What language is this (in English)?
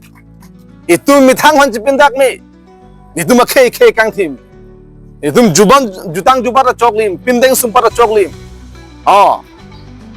Karbi